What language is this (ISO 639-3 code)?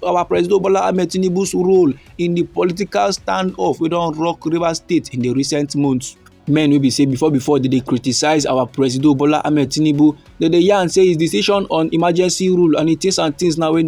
pcm